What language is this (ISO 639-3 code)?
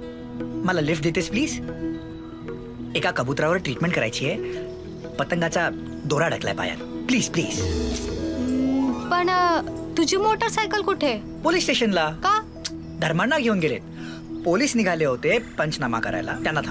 mar